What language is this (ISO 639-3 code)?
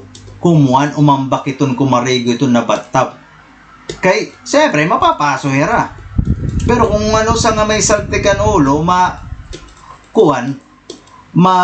war